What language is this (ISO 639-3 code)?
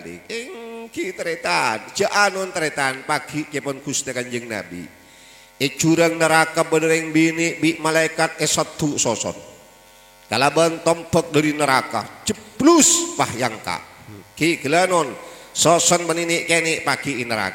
mad